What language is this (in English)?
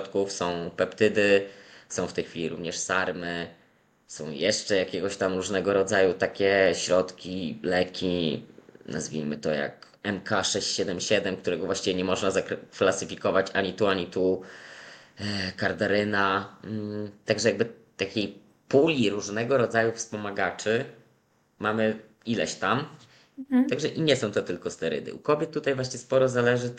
Polish